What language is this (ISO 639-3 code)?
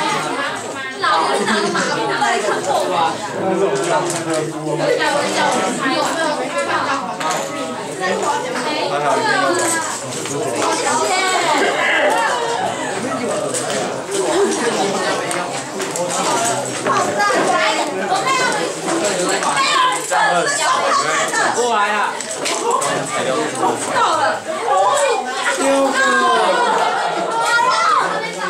zho